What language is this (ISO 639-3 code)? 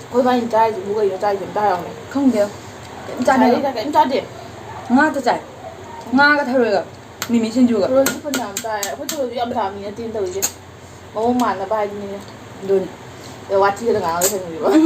mni